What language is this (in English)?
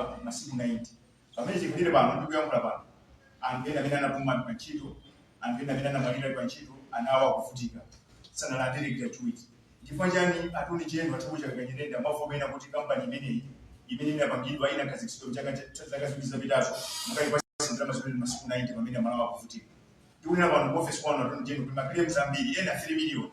Nyanja